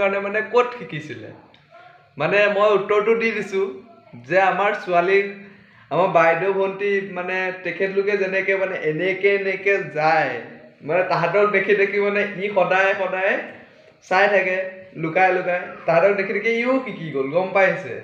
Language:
Assamese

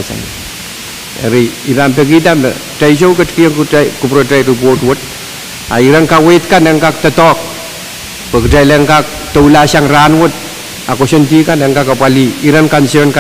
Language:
Pohnpeian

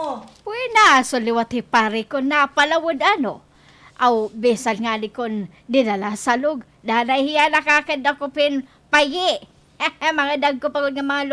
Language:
Waray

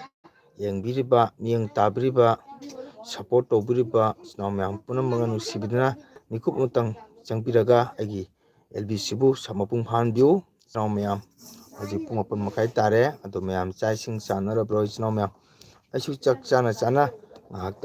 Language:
Manipuri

